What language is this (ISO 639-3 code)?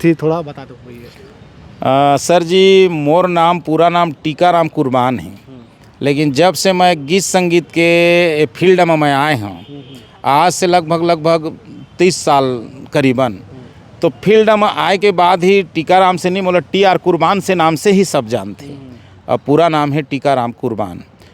hne